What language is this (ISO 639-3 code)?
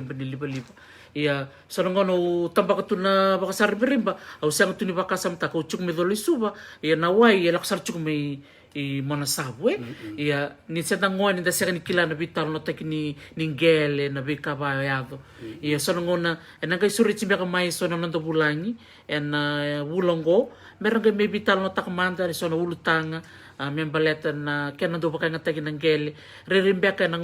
fij